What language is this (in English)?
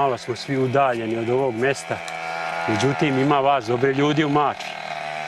Serbian